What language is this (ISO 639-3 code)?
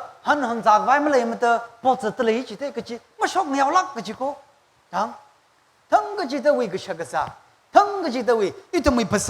nmf